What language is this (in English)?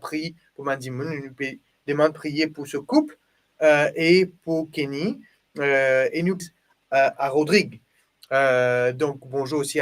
Morisyen